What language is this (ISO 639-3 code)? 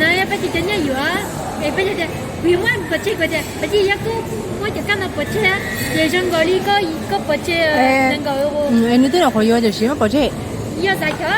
hmn